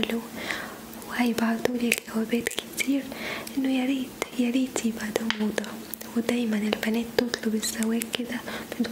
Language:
Egyptian Arabic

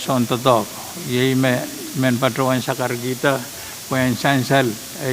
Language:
Pohnpeian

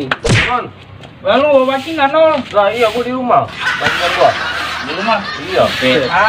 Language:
Betawi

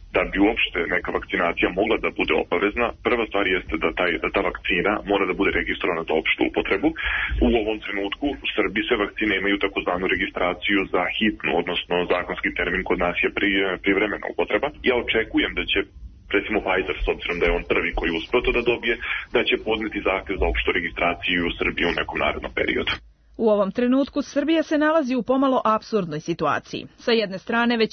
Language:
Serbian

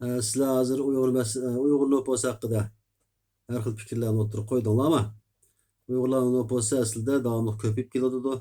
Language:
Uyghur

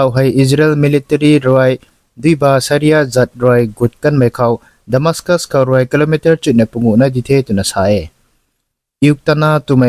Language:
Rongmei Naga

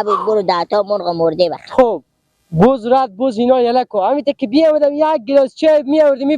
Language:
Persian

